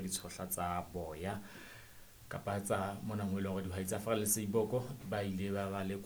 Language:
Southern Sotho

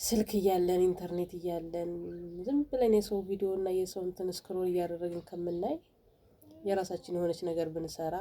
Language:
Amharic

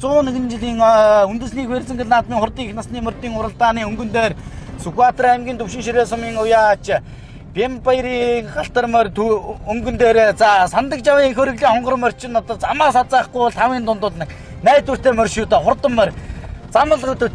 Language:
Mongolian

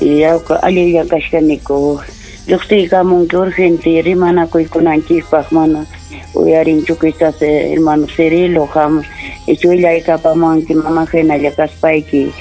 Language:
Ayacucho Quechua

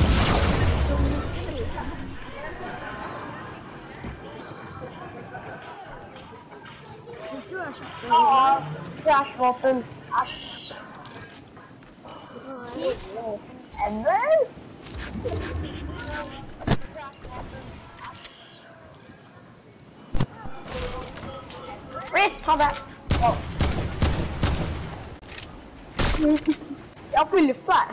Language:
Norwegian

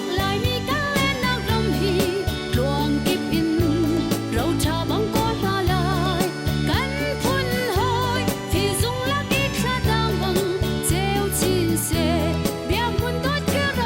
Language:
Hakha Chin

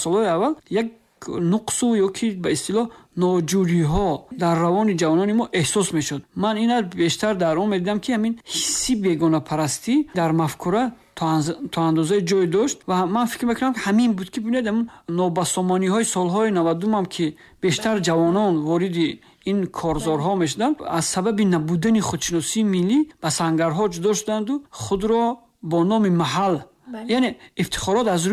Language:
Tajik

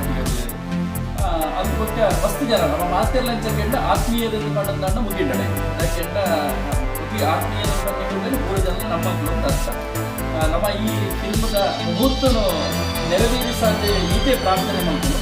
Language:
Tulu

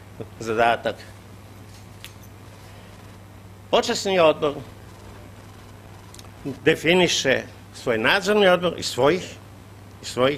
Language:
Serbian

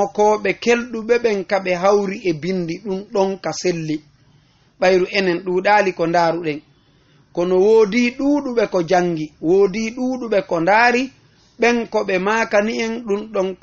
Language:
Fula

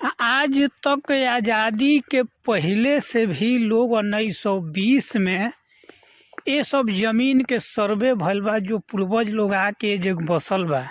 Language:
Bhojpuri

